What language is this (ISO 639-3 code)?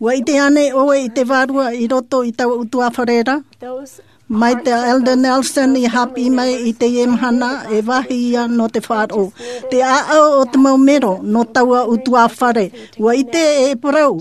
tah